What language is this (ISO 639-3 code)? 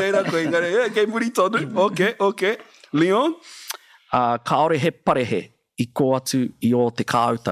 mri